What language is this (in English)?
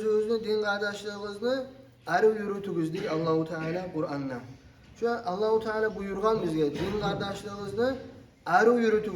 Kumyk